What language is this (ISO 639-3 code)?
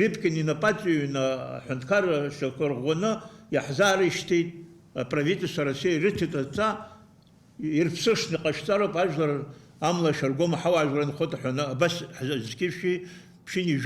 abk